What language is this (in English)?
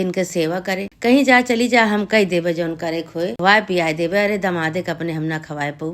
Awadhi